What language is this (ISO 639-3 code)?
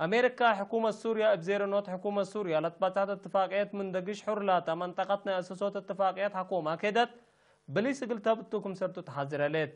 tig